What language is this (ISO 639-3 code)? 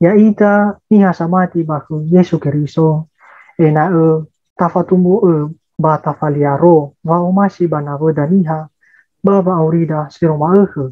nia